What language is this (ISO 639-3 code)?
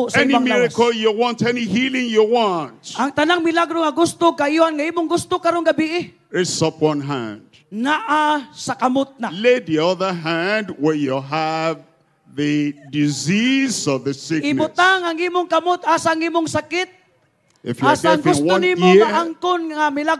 ceb